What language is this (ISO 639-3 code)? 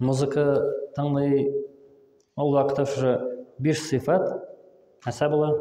tat